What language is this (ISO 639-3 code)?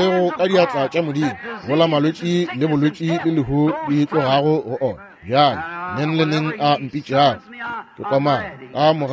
nso